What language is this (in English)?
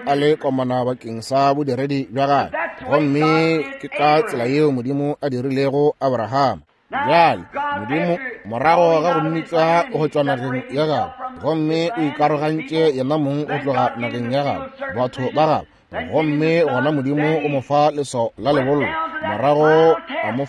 Northern Sotho